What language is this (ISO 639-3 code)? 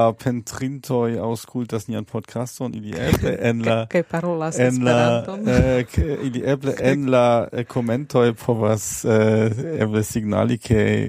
epo